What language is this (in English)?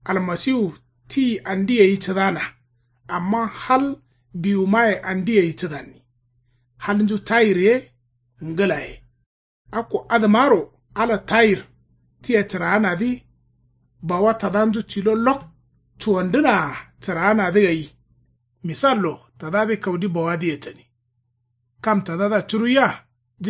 Kanuri